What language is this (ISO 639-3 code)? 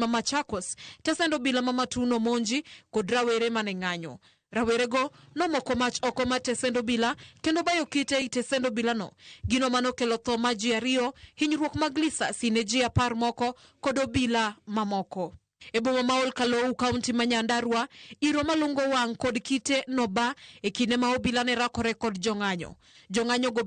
luo